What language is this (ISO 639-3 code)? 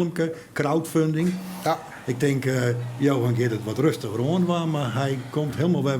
fry